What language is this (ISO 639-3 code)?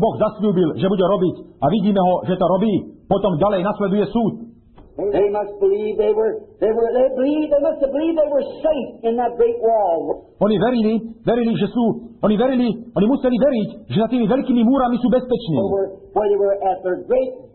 slk